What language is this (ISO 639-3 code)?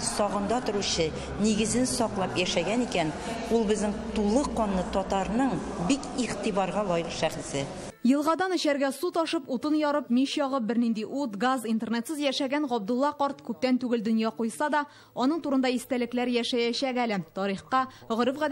tat